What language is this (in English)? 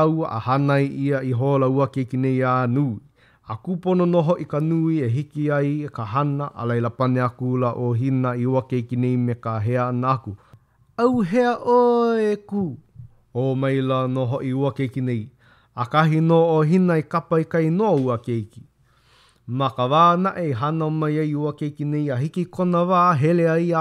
Hawaiian